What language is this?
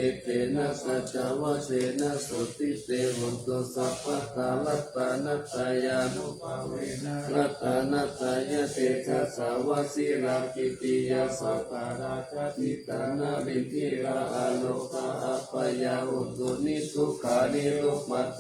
Pali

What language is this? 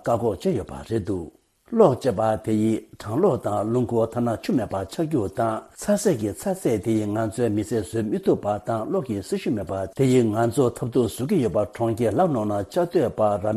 Tibetan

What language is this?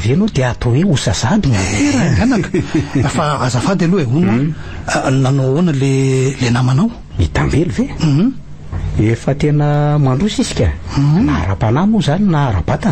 Malagasy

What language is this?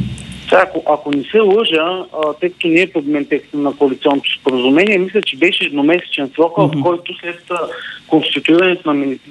Bulgarian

